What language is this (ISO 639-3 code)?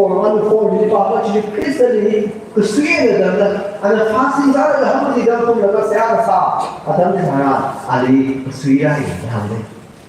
nmf